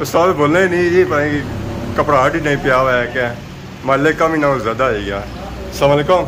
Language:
Pahari-Potwari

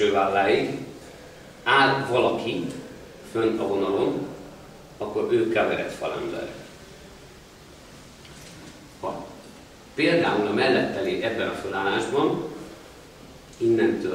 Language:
Hungarian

